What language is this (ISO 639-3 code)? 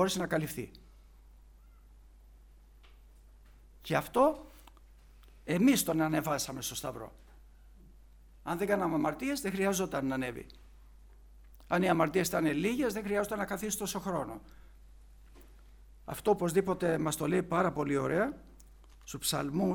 ell